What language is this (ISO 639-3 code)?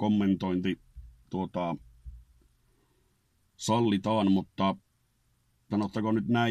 fin